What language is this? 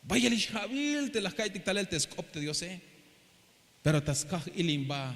Tzeltal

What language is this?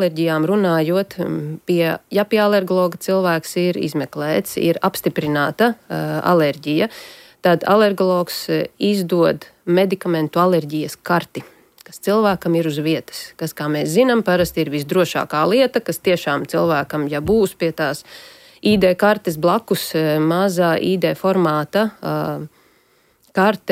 Latvian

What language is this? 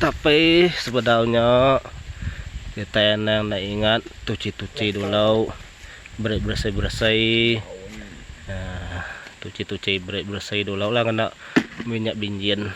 Iban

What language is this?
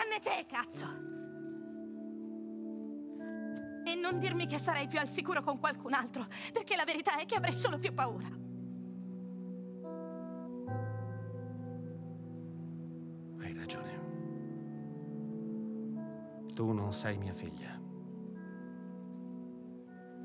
Italian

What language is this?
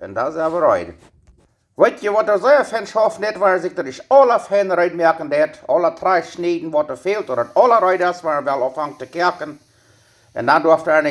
Plautdietsch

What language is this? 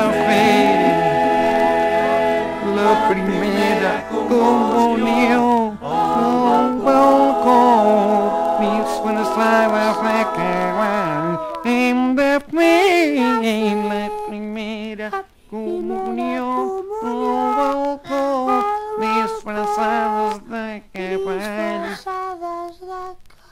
Catalan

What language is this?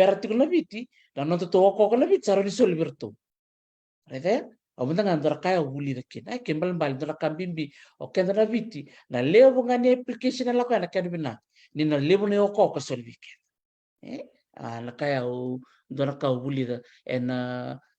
Fijian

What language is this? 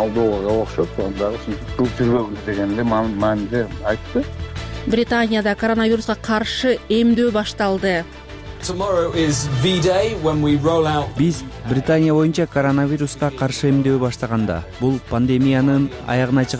Kyrgyz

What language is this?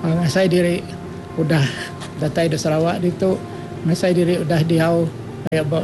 Iban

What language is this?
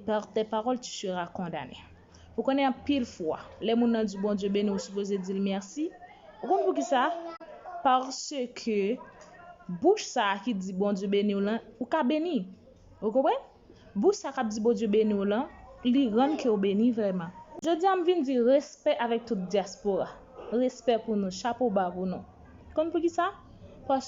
Haitian Creole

